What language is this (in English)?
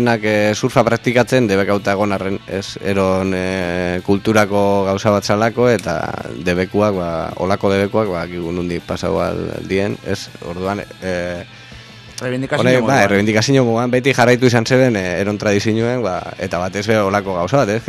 Basque